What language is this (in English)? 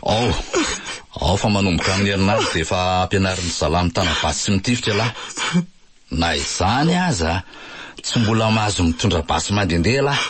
Malagasy